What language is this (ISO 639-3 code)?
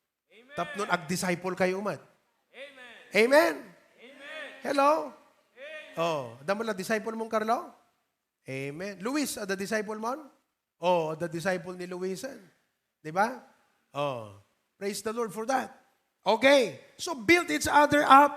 ilo